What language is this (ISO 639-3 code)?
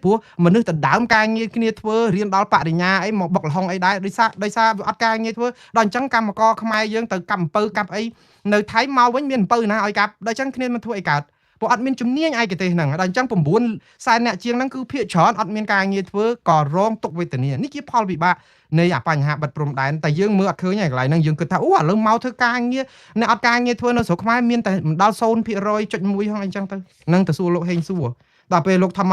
khm